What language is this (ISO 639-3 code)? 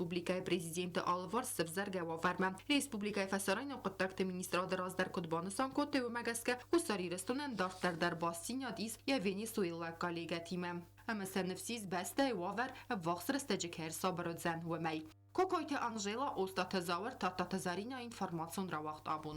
oss